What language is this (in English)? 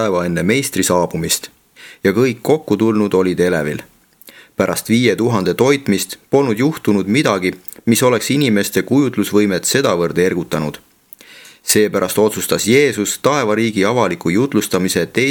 Estonian